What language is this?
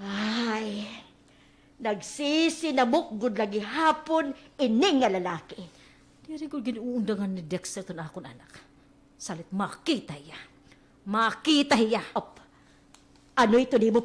Waray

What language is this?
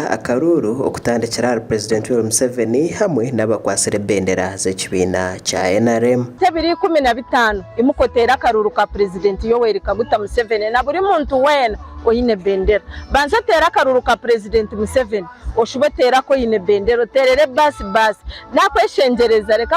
Nyankole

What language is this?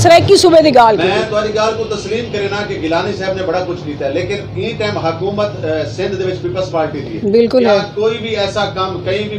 Saraiki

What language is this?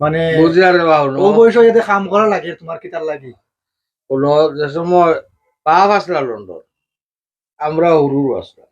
Sylheti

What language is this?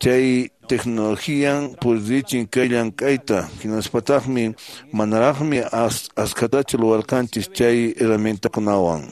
Quechua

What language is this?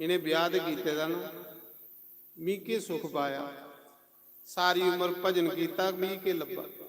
Dogri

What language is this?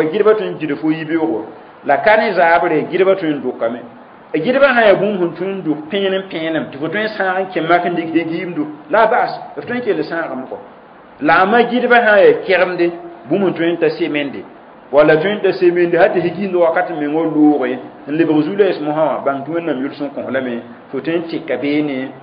Mossi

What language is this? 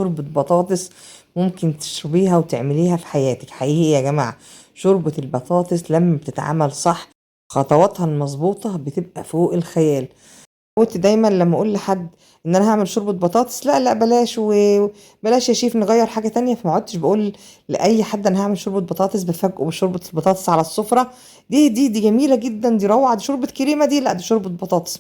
Egyptian Arabic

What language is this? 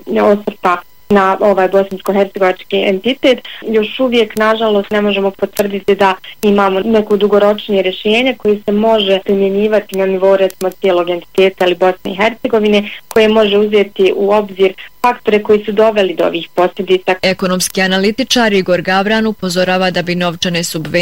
Bosnian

